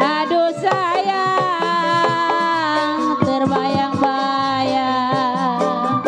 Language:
Betawi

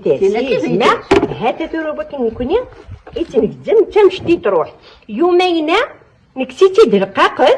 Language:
Kabyle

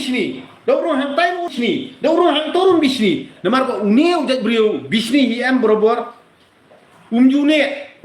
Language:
Khasi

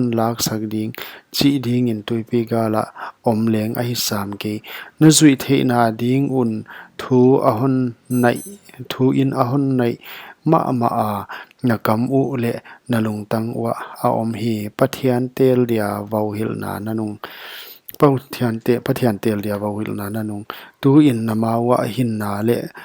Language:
Paite Chin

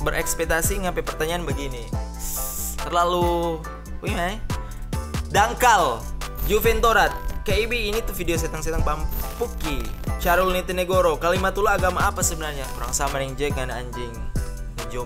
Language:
Manado Malay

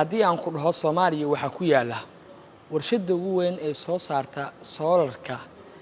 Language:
Somali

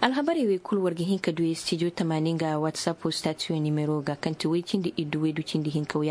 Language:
Koyraboro Senni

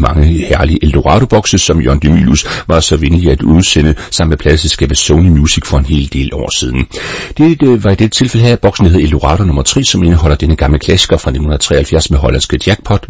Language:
Danish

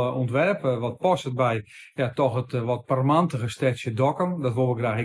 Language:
Western Frisian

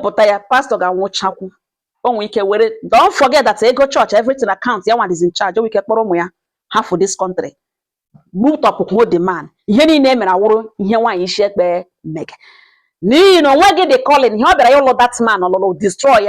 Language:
Igbo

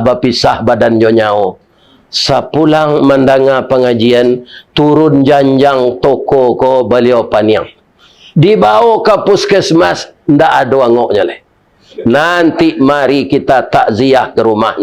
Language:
Minangkabau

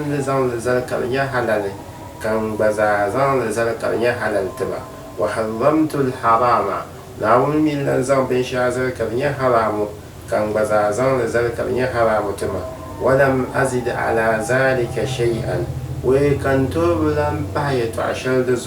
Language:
Dagbani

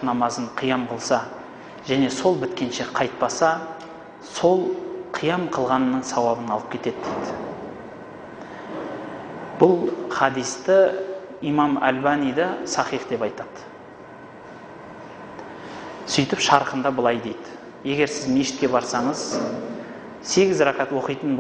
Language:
Kazakh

